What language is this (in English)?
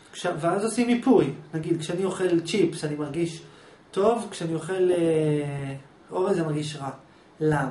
Hebrew